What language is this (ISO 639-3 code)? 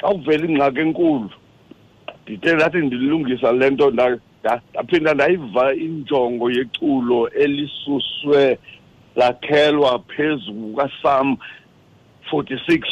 xho